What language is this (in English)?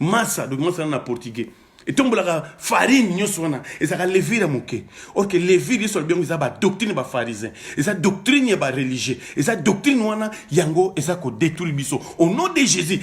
Lingala